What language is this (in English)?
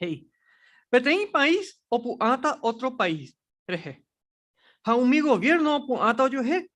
Guarani